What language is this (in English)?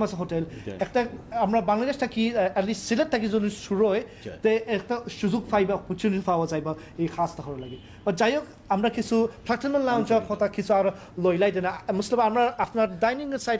Sylheti